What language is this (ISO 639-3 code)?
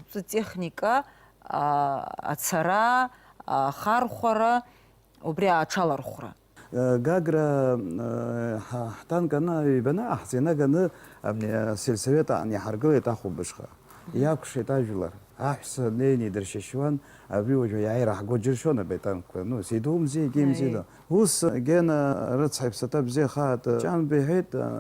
abk